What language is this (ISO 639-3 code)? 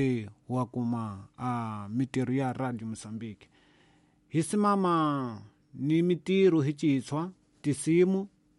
tso